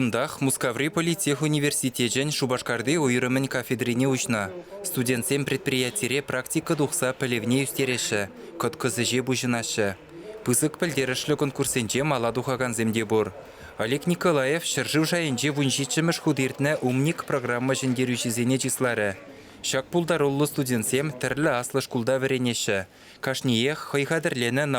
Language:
Chuvash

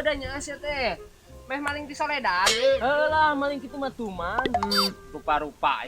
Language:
Sundanese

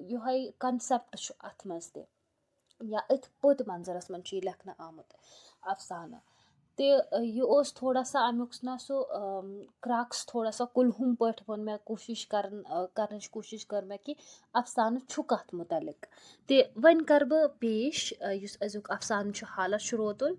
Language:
Kashmiri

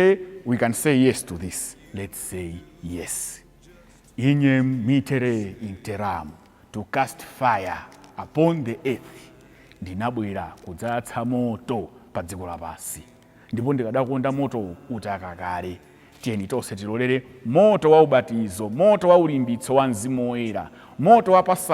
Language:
Nyanja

